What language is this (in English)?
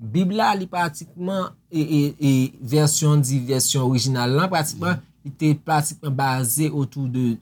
Haitian Creole